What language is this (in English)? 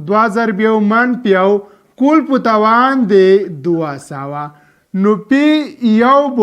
Pashto